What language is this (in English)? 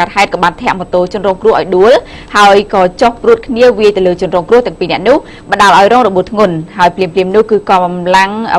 Khmer